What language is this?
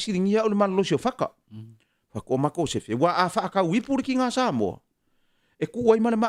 Samoan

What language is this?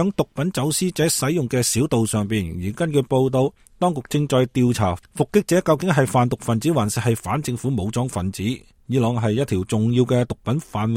Cantonese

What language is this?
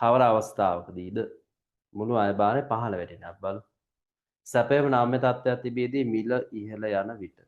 Sinhala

